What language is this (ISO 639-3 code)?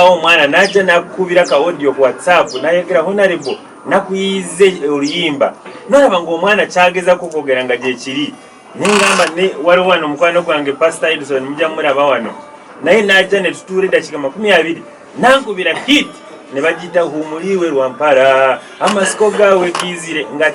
nyn